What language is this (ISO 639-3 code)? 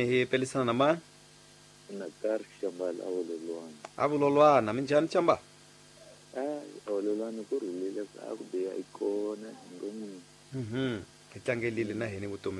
tso